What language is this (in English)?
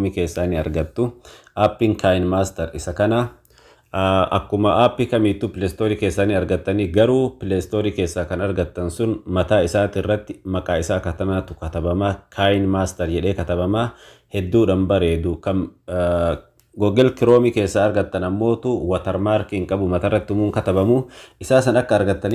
Oromo